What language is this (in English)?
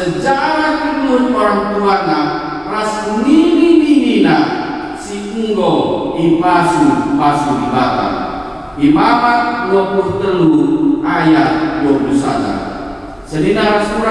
Batak Karo